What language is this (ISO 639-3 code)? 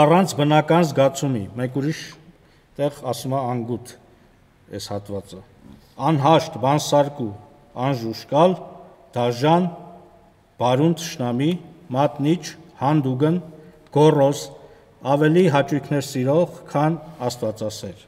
hye